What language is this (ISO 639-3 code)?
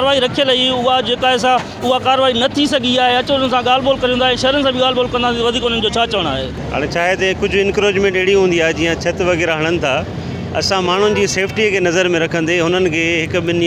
snd